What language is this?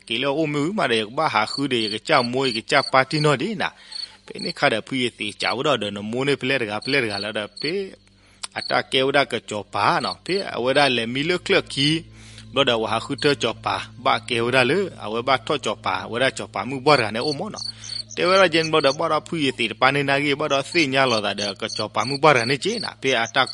S'gaw Karen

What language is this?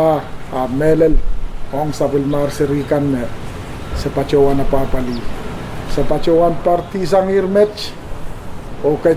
Pohnpeian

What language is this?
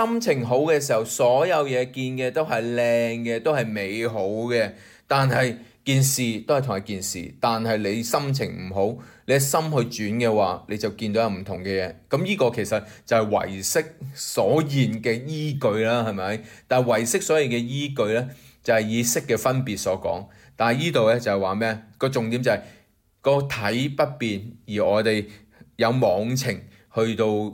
Cantonese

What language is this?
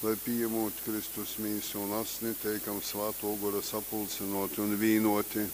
Latgalian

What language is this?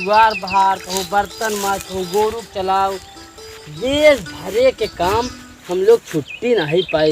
Awadhi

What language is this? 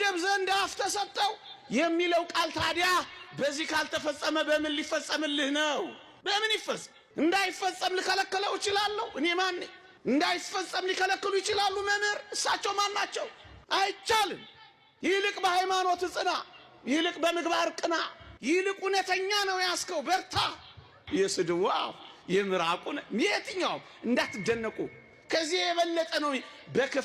Amharic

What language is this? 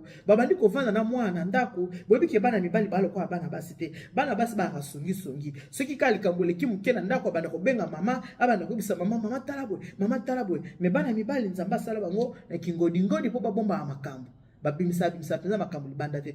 Lingala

